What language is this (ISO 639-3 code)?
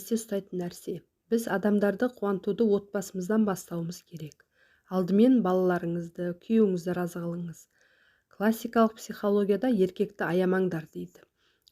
kaz